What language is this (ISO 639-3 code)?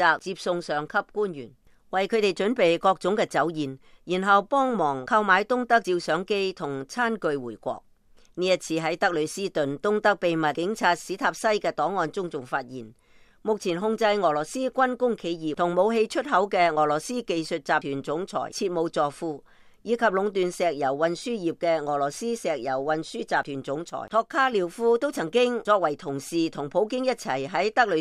yue